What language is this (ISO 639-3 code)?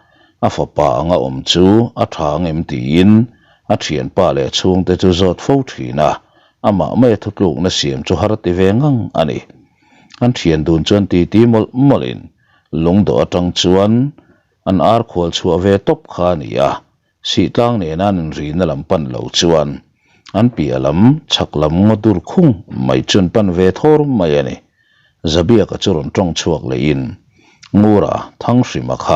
lus